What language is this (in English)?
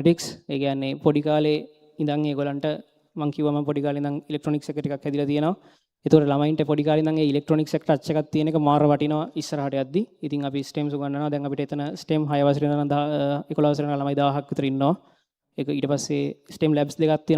Sinhala